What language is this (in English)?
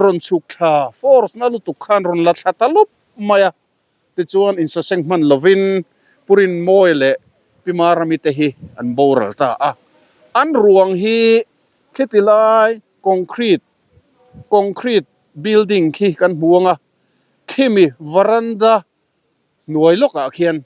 Mizo